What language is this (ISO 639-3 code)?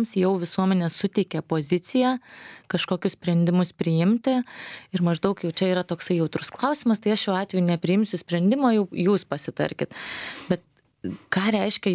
lit